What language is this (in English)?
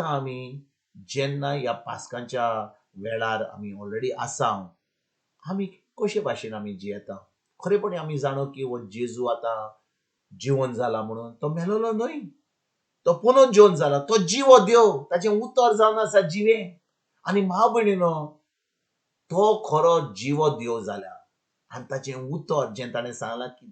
Konkani